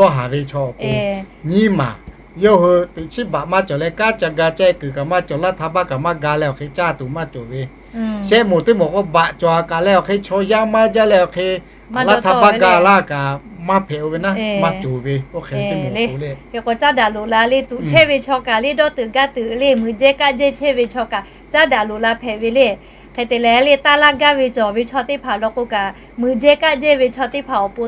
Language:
Lahu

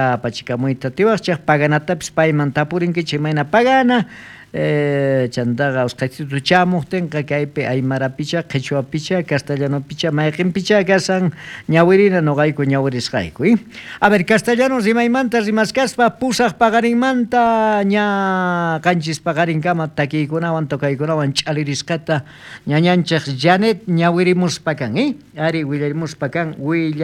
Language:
South Bolivian Quechua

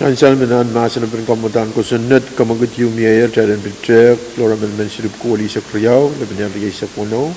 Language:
Pohnpeian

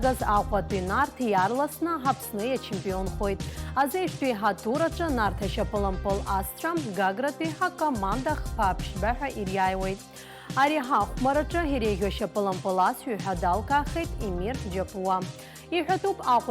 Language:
Abkhazian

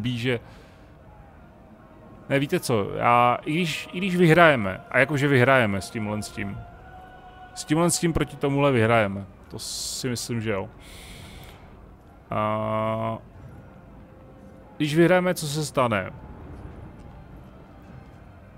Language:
Czech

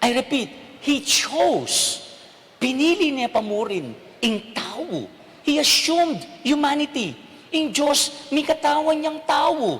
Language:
Pampanga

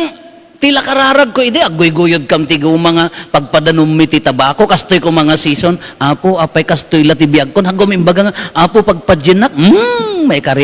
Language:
Iloko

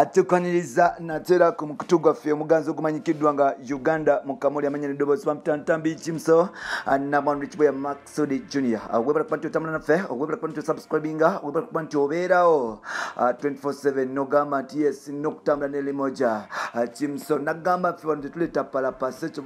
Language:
Ganda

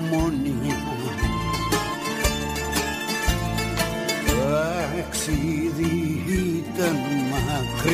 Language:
Greek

